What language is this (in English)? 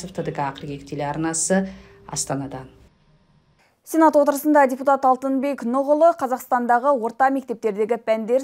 Kazakh